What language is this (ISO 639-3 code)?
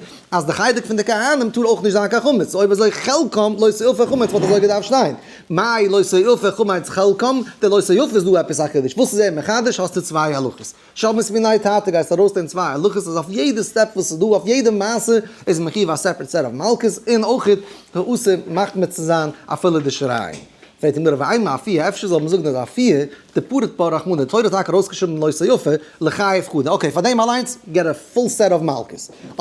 yid